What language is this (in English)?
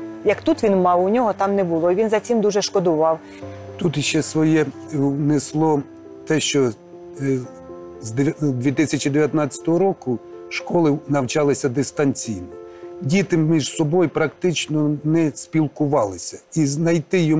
Ukrainian